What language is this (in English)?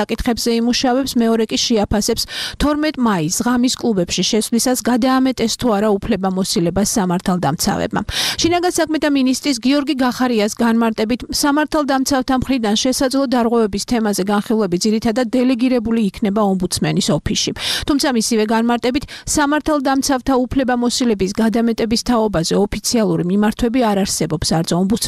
Georgian